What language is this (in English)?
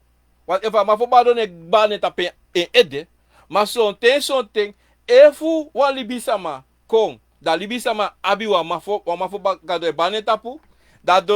Sranan Tongo